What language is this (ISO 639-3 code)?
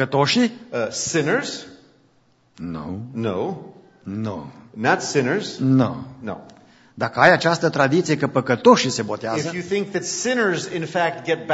ron